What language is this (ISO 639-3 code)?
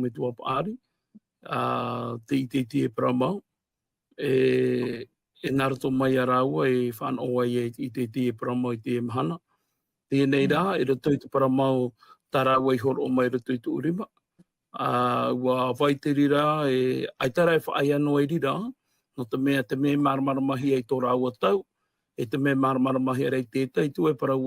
tah